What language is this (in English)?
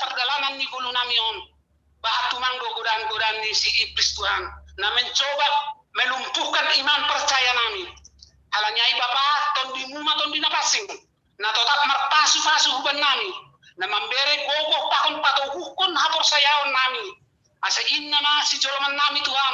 Batak Simalungun